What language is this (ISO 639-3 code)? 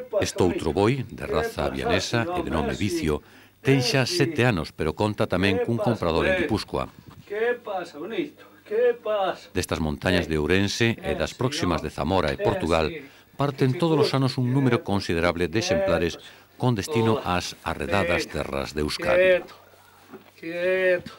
glg